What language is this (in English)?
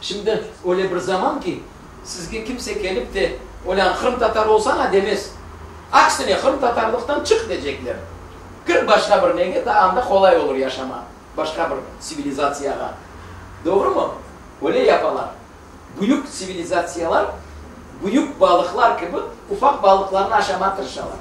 Crimean Tatar